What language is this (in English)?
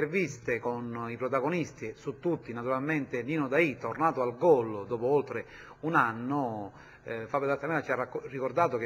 Italian